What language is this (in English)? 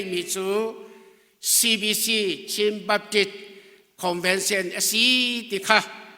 Hakha Chin